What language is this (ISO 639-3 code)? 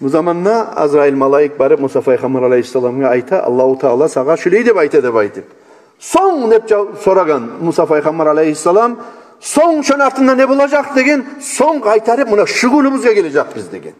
kum